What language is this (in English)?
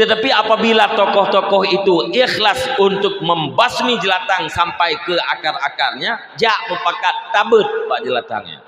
Achinese